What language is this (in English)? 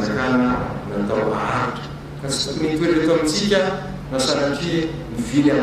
Malagasy